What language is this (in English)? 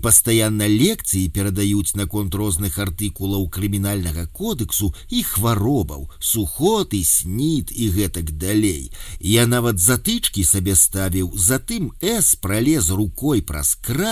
Belarusian